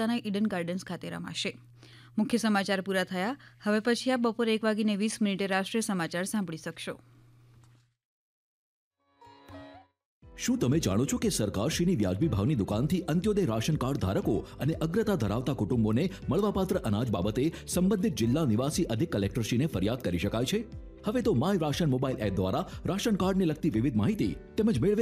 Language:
Gujarati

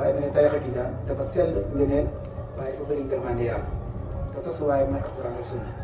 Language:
Wolof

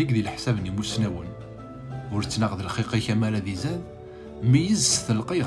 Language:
Kabyle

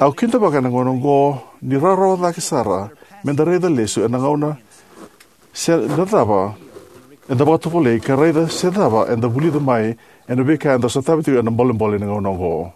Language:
Fijian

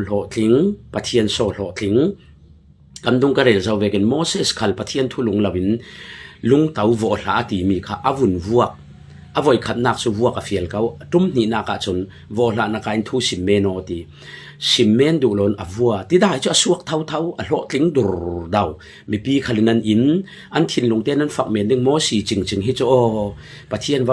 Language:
Falam Chin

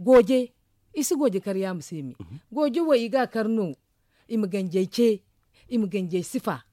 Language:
Zarma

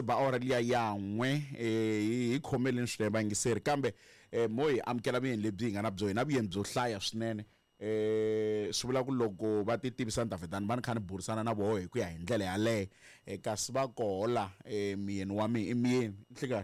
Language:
Tsonga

